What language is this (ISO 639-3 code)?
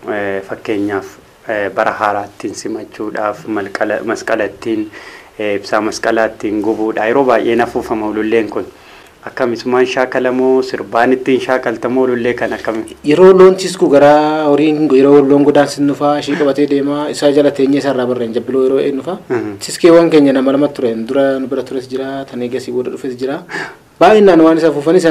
orm